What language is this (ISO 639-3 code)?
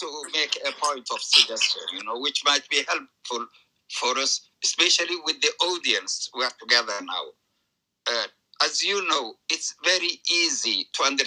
eng